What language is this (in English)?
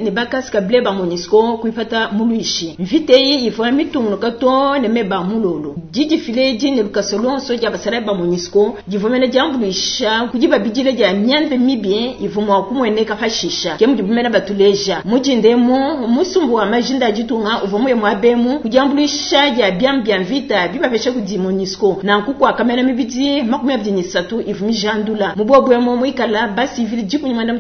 Luba-Lulua